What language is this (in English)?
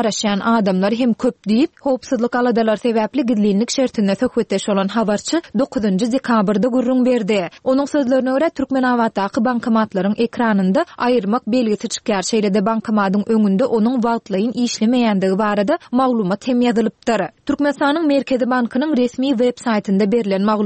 Turkmen